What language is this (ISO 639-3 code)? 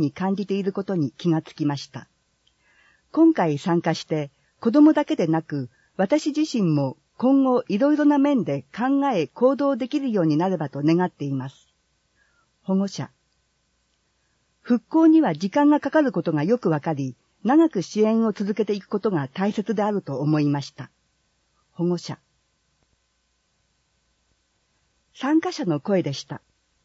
jpn